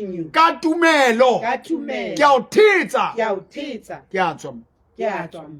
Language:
Southern Sotho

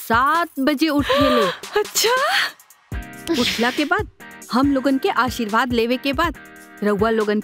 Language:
Bhojpuri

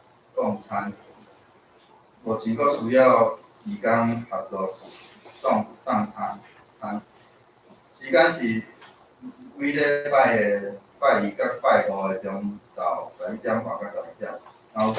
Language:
Min Nan Chinese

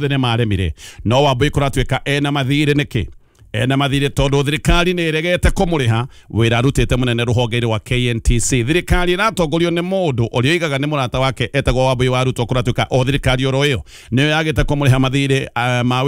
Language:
Kikuyu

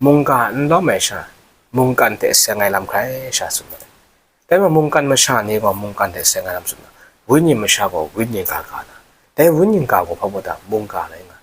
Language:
Kachin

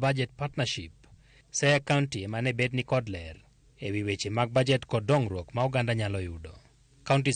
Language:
Luo (Kenya and Tanzania)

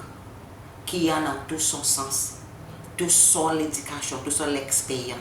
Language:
Seselwa Creole French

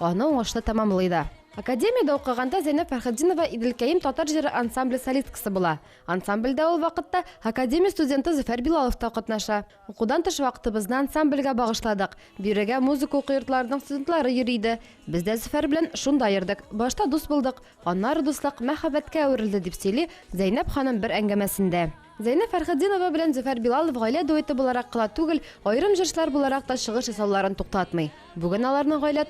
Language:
Tatar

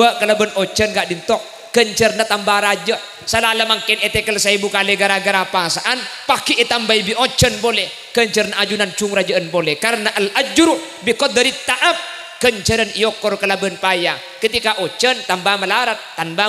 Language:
Madurese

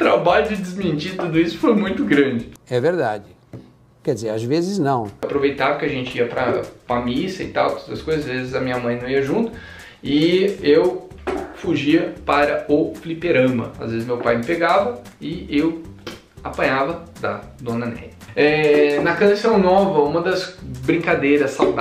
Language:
Portuguese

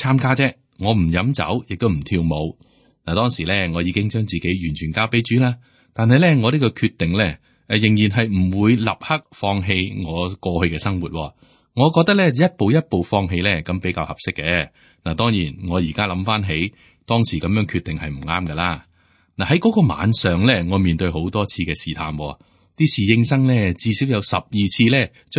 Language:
Cantonese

